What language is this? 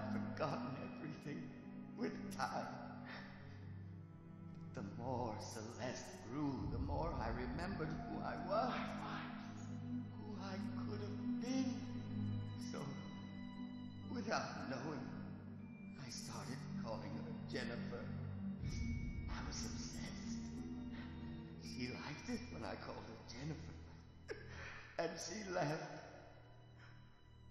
English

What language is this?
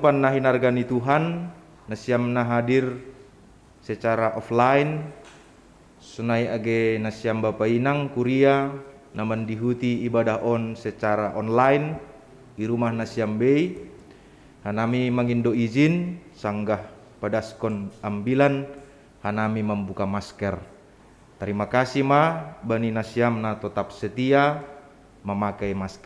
Batak Simalungun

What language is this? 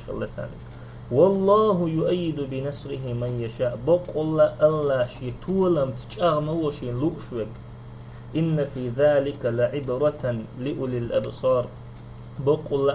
Chechen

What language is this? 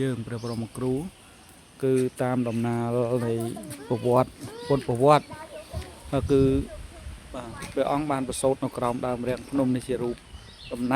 Khmer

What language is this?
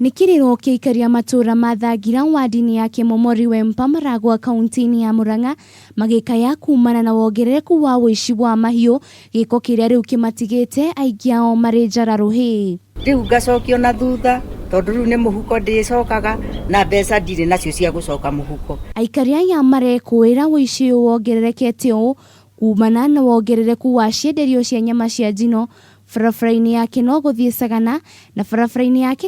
Kikuyu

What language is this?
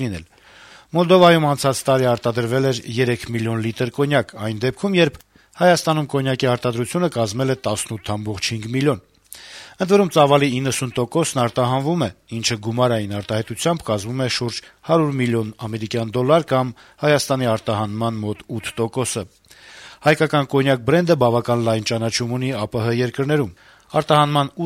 Armenian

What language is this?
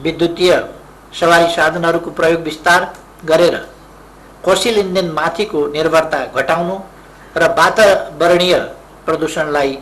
Nepali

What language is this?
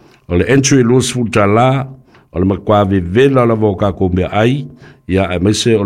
Samoan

